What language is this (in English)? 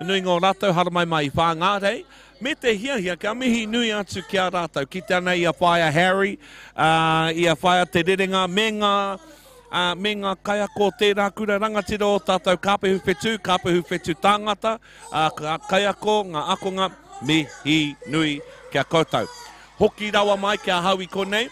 Māori